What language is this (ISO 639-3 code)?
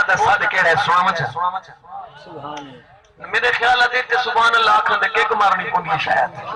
skr